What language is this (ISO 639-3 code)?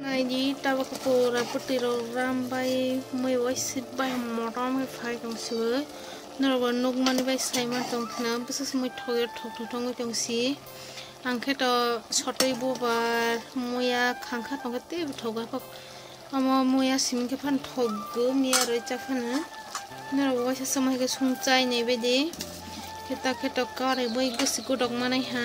trp